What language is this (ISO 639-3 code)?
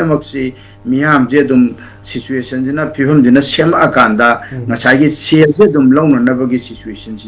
mni